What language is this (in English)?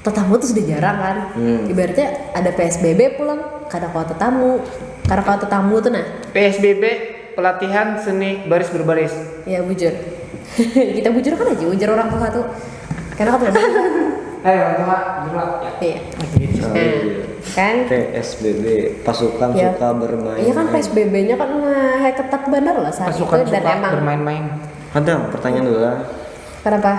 Banjar